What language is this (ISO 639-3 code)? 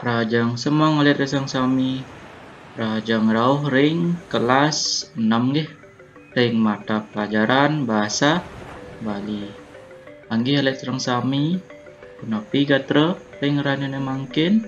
ban